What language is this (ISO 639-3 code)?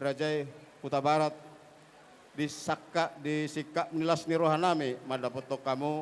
bbc